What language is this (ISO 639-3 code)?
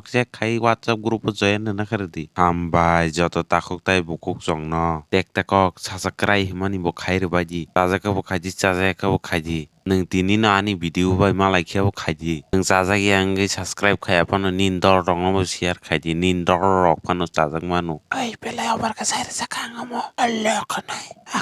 trp